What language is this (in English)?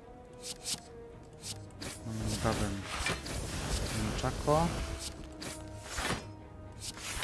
Polish